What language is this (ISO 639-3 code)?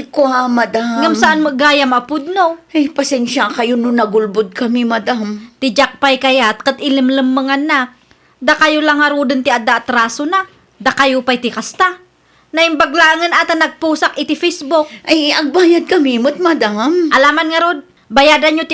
ilo